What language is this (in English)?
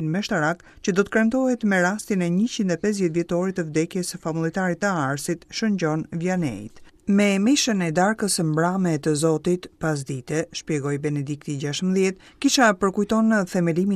Albanian